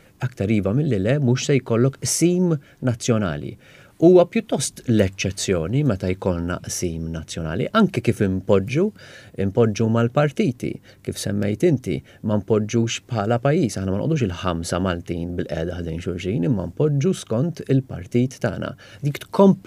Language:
Maltese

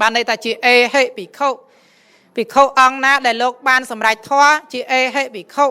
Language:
Khmer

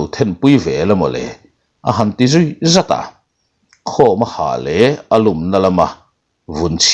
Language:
Mizo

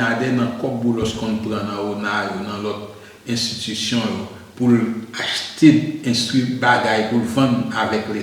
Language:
Haitian Creole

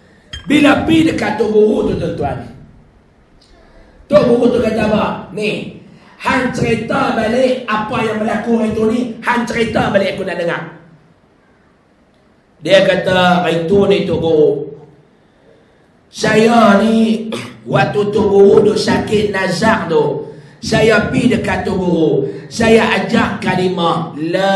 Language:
Malay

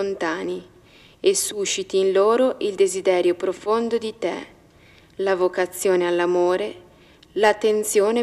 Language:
Italian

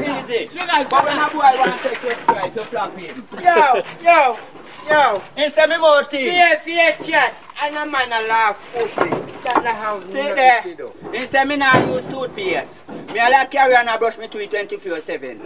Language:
Jamaican Creole English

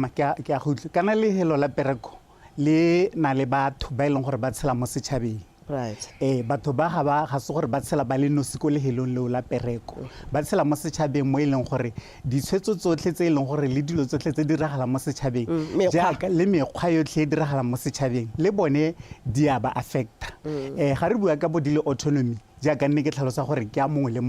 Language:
Tswana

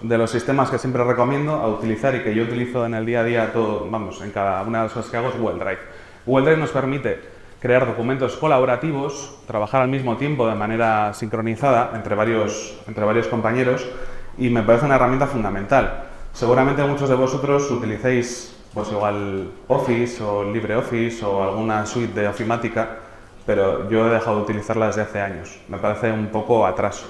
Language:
Spanish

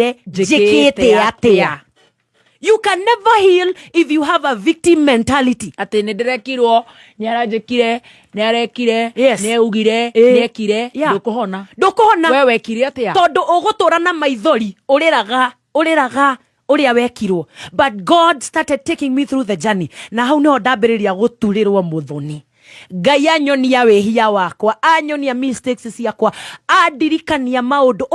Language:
Kikuyu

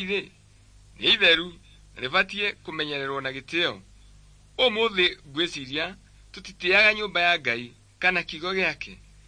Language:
Kikuyu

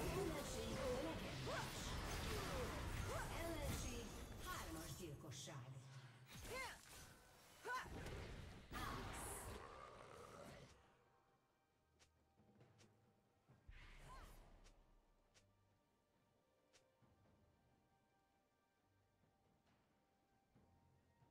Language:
Hungarian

